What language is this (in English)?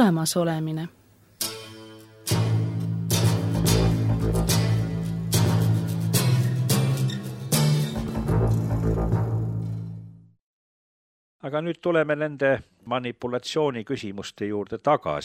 Estonian